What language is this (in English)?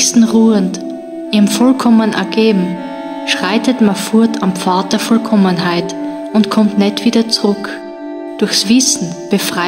Bavarian